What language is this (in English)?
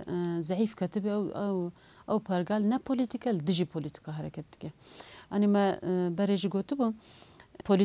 Kurdish